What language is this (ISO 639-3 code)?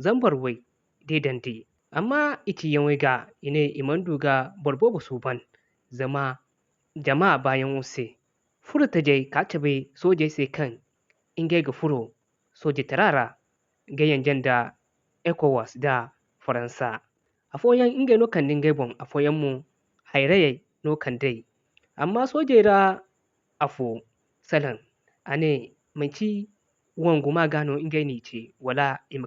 dje